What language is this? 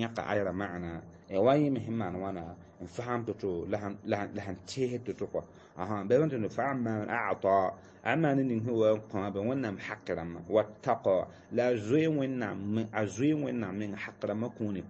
Mossi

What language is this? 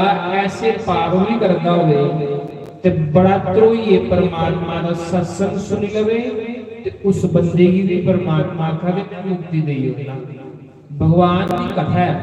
Dogri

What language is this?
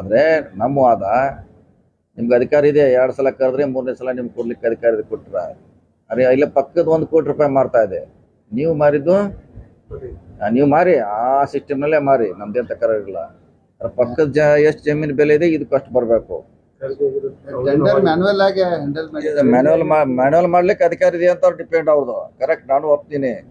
Kannada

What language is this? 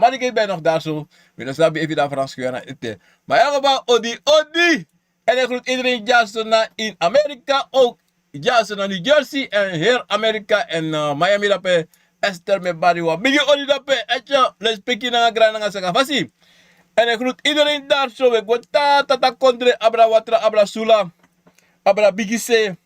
Sranan Tongo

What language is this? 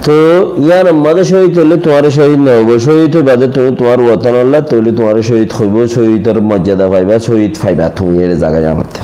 Rohingya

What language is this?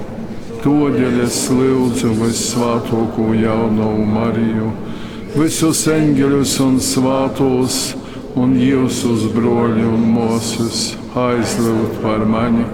Latgalian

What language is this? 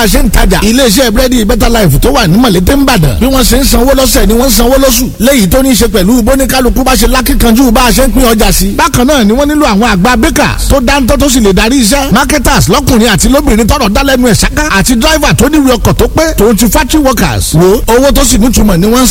Yoruba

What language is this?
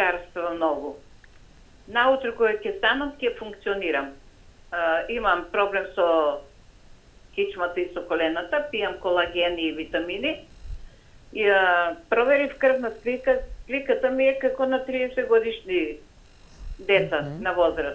Macedonian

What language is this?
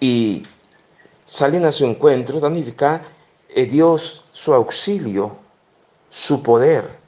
Papiamento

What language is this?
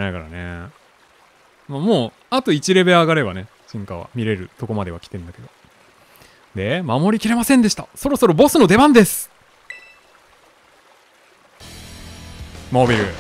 Japanese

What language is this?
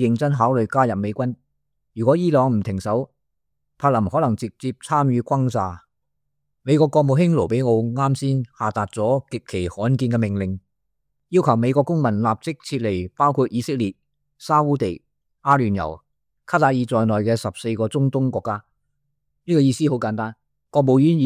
Cantonese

